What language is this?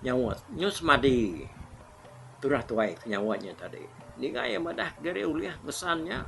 Iban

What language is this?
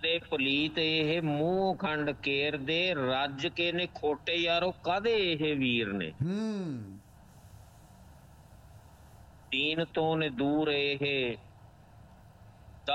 Punjabi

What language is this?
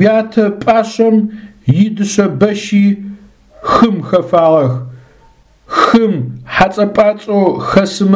Adyghe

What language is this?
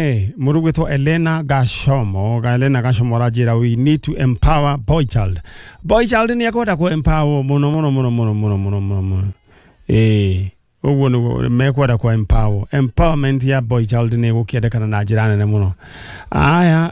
Kikuyu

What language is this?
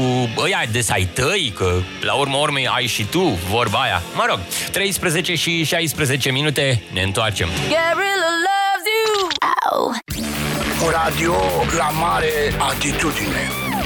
Romanian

